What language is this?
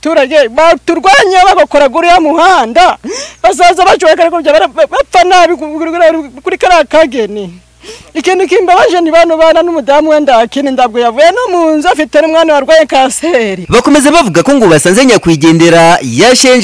Kinyarwanda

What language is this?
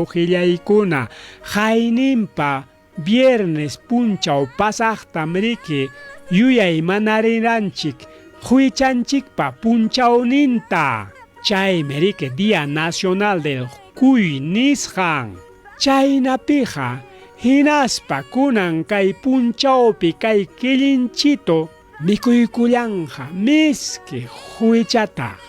Ayacucho Quechua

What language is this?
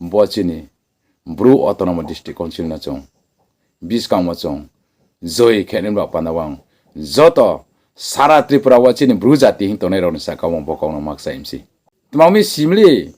Riang (India)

